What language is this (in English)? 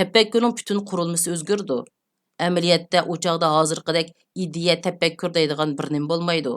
Uyghur